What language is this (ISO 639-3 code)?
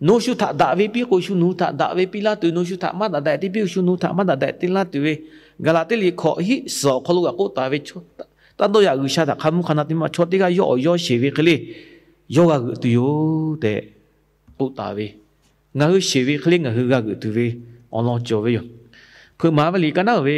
lhu